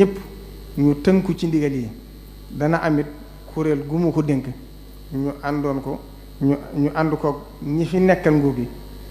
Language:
Wolof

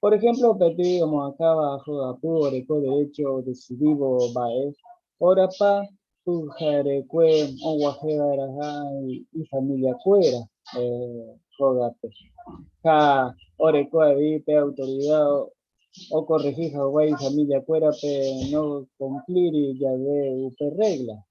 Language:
Guarani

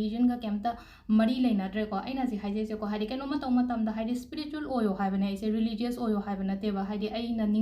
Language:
Manipuri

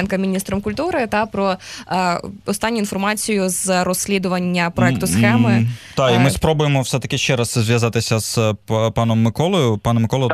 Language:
Ukrainian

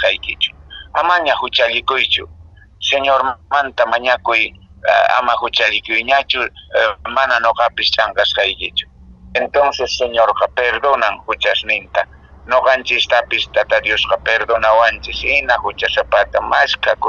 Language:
Quechua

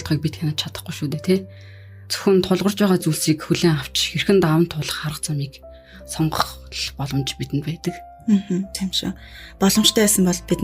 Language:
Mongolian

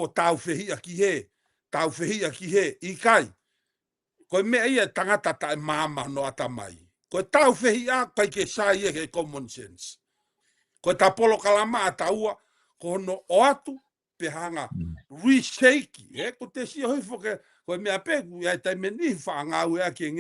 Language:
Tongan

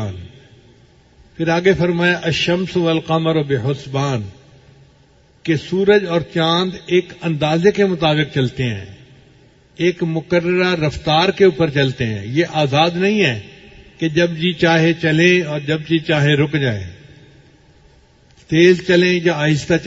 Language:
Urdu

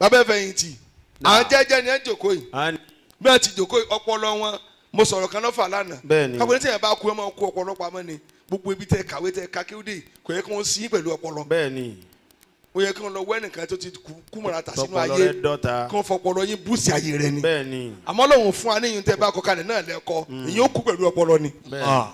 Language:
Yoruba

